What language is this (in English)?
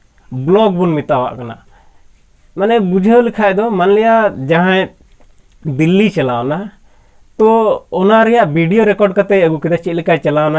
Santali